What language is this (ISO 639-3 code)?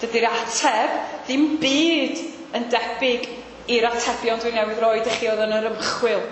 cym